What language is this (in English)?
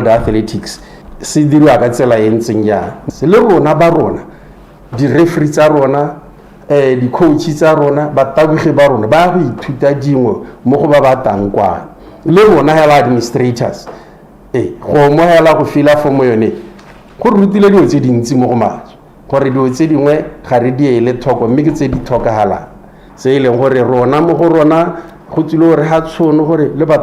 Tswana